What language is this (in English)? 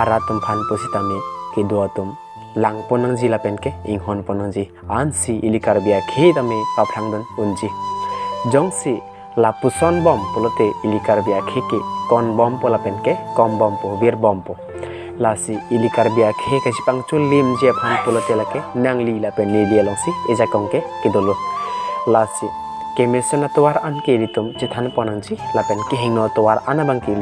Karbi